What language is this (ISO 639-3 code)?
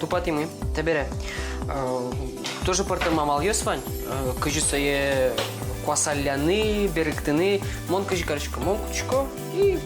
udm